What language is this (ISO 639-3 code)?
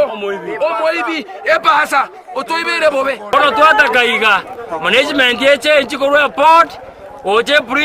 guz